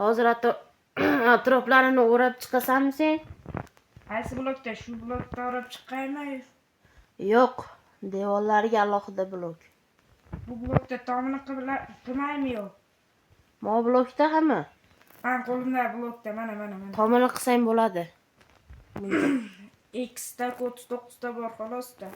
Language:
Uzbek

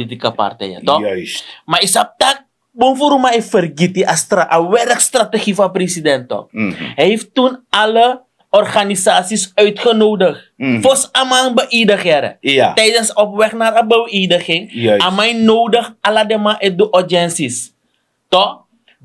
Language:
Sranan Tongo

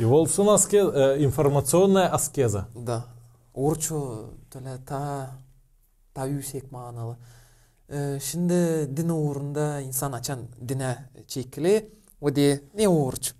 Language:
Gagauz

